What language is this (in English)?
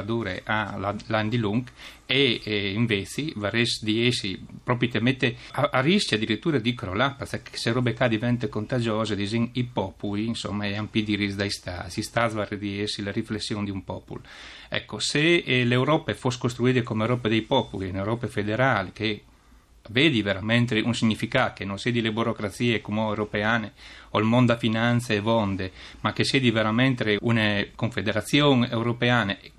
Friulian